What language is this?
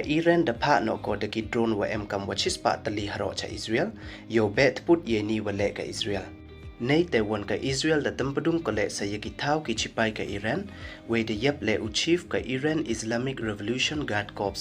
Pnar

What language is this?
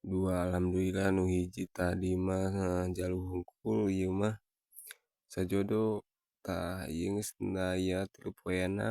Sundanese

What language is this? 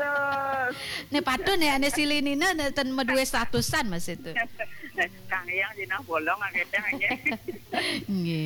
Balinese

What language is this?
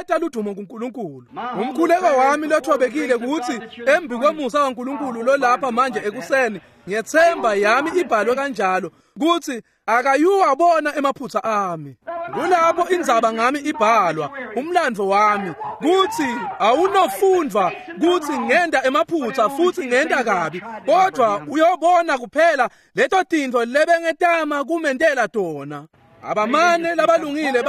Swati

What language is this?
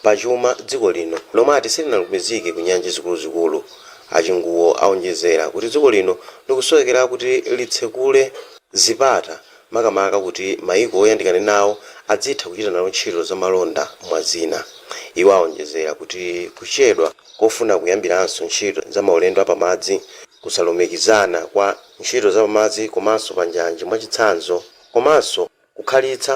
Nyanja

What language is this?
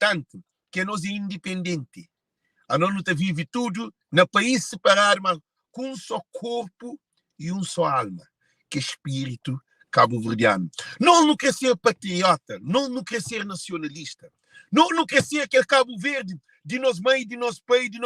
Kabuverdianu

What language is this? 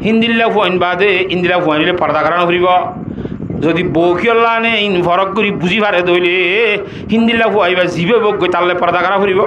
Rohingya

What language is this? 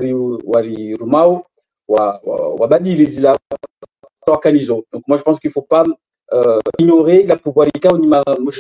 Swahili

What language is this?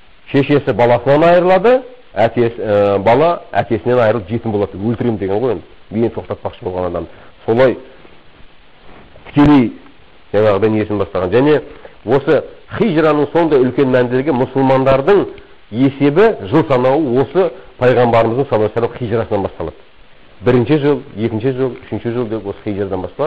Kazakh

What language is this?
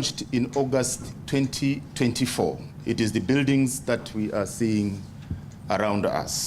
Tswana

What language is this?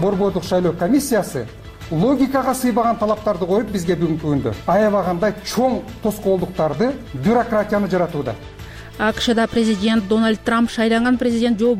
Kyrgyz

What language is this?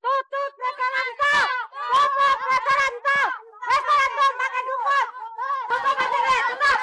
Betawi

